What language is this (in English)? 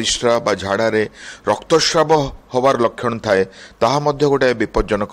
Odia